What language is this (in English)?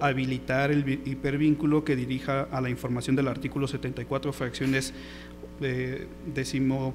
Spanish